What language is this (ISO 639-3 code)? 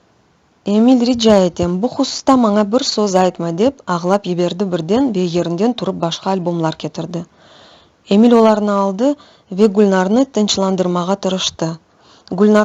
crh